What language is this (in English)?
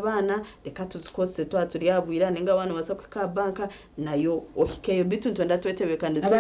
Nyankole